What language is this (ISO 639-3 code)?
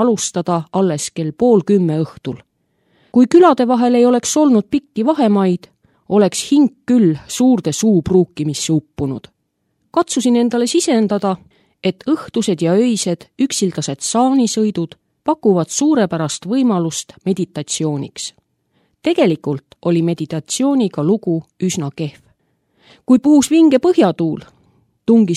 est